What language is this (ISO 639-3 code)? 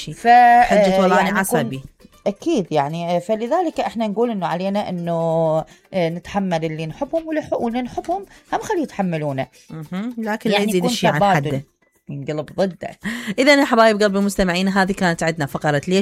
acm